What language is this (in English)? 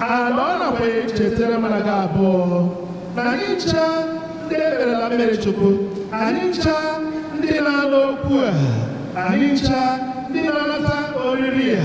Igbo